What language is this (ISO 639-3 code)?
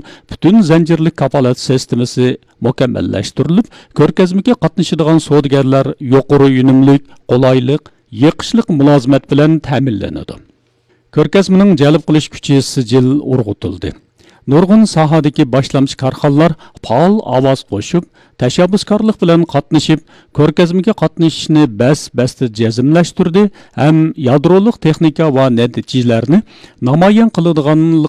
uig